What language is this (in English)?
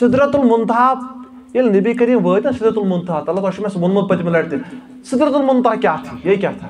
Kashmiri